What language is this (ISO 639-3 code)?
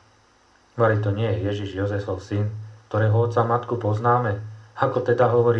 slk